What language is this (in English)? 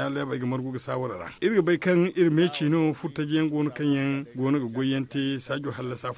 Zarma